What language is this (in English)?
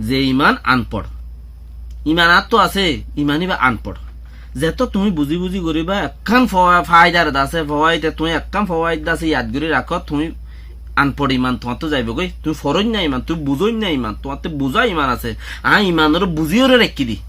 Rohingya